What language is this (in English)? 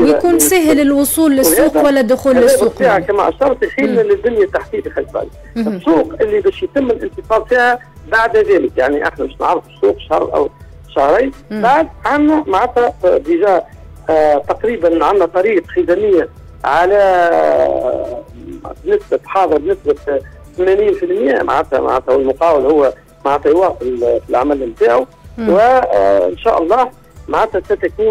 Tunisian Arabic